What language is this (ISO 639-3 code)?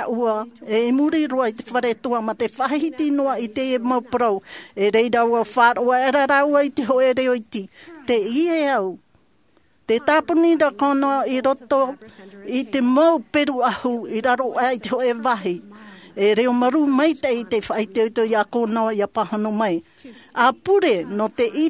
tah